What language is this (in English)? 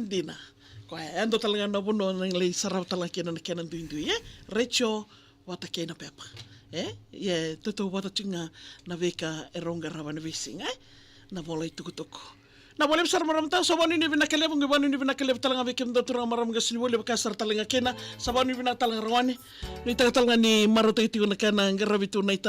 Fijian